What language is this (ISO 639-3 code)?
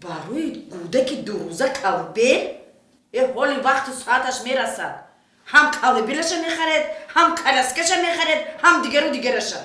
tgk